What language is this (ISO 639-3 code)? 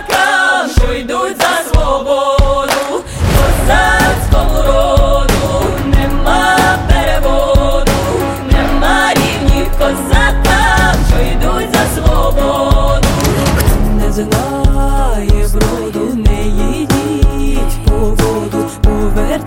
ukr